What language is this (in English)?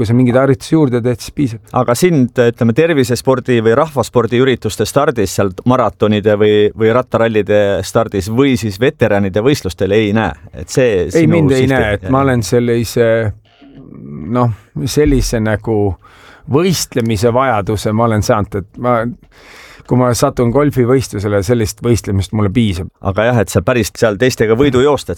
Estonian